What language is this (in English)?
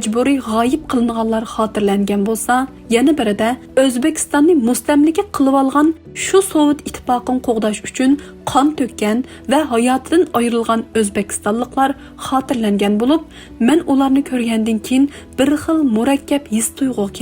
Uyghur